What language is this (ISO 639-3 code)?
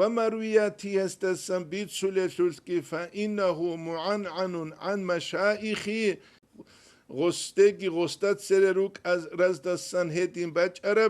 ava